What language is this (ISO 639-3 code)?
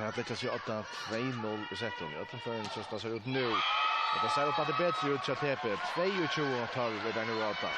fao